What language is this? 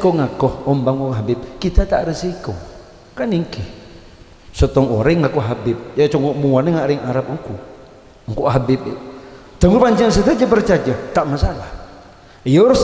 Madurese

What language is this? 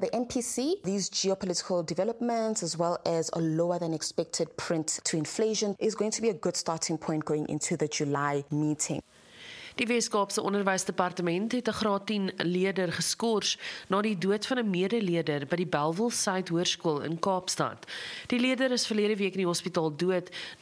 Afrikaans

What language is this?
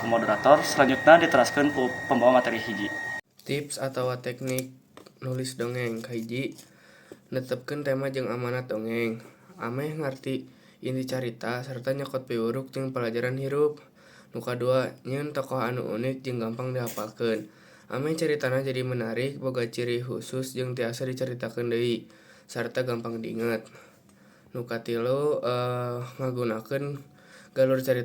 Sundanese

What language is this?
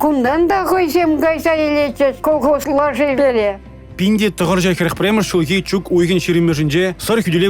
Chuvash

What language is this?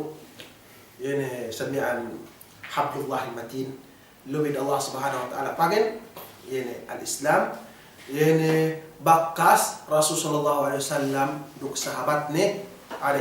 Yakan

